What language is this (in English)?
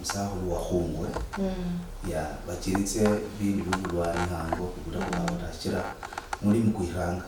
Luyia